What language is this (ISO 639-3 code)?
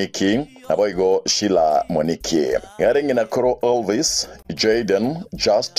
guz